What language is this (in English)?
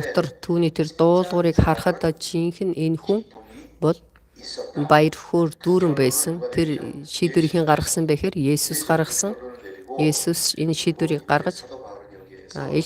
Mongolian